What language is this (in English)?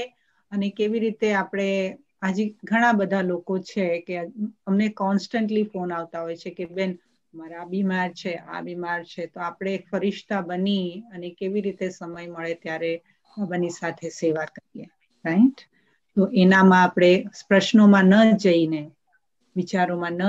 Gujarati